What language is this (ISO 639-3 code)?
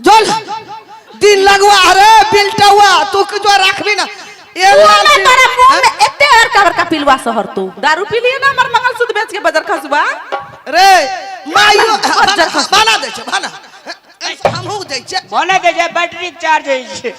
mai